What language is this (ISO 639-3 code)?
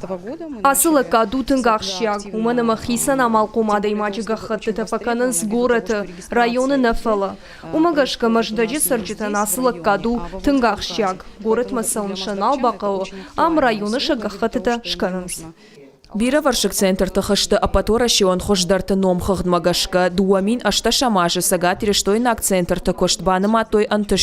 oss